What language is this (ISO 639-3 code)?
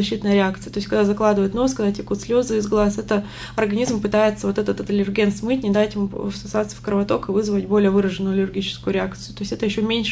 rus